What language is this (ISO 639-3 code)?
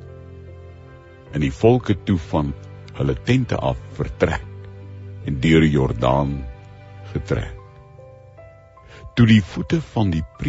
afr